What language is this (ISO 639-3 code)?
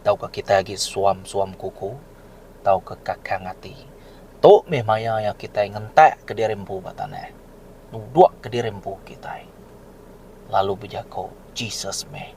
iba